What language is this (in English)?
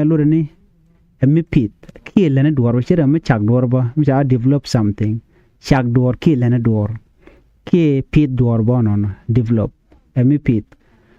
Nuer